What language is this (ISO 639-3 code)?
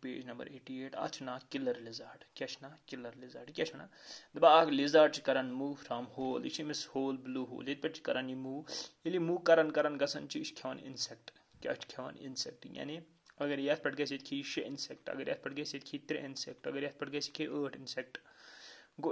kas